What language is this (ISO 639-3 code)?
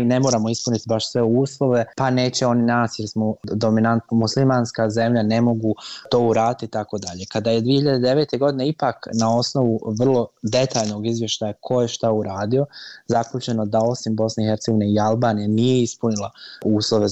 bos